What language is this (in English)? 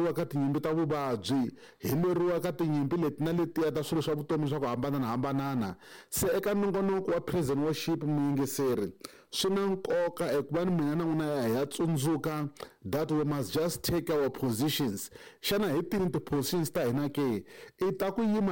Tsonga